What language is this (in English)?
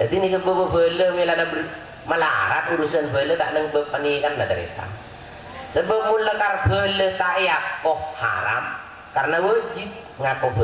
Madurese